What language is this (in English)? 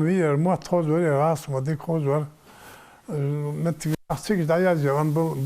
Ingush